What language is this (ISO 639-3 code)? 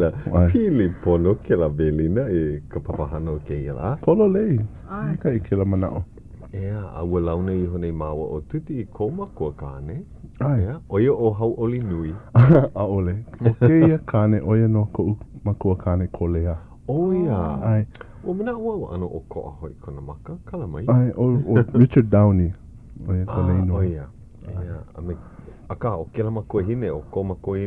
haw